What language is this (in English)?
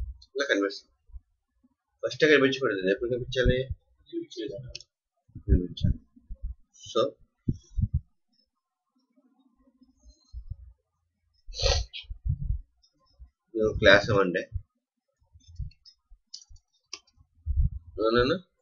Telugu